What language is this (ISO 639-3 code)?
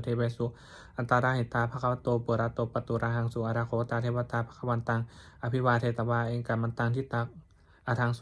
pli